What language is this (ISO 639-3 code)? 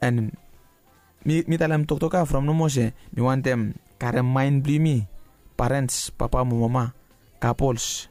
bis